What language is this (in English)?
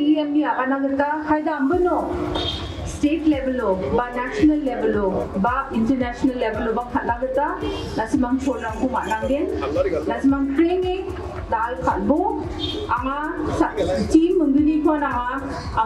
Garo